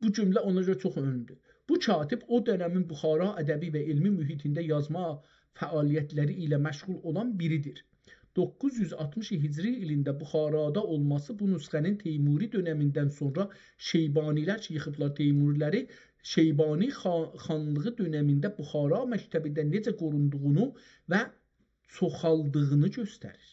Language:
South Azerbaijani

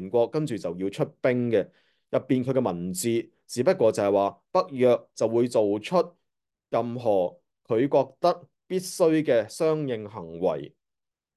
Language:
Cantonese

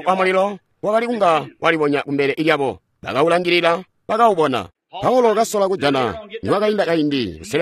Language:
Tonga (Zambia)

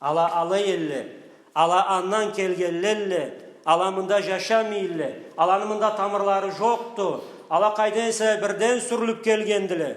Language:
Karachay-Balkar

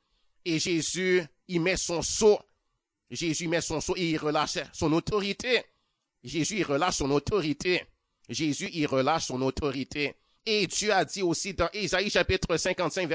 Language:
French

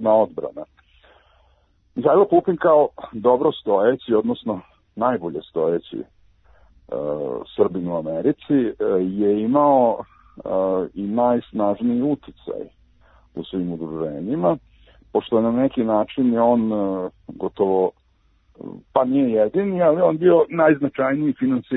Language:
Serbian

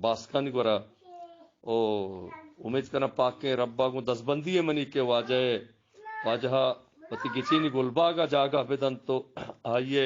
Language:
Eastern Balochi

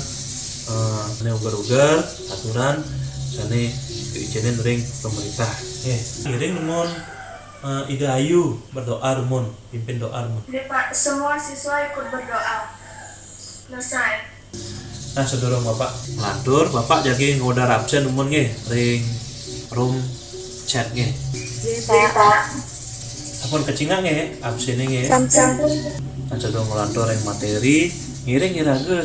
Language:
Balinese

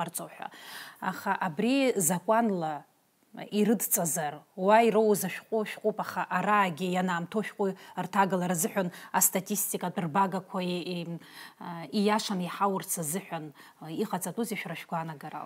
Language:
Abkhazian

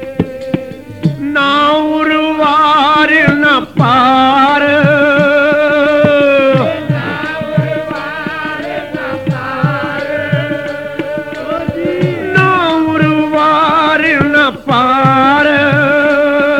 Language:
Punjabi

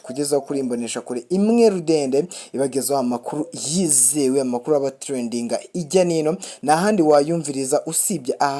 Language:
Rundi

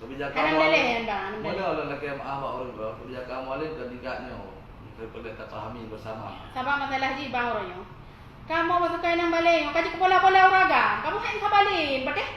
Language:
Achinese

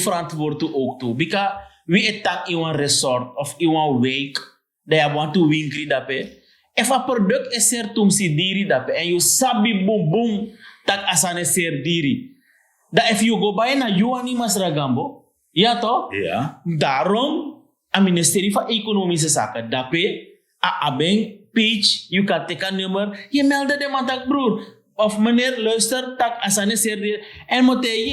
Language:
Sranan Tongo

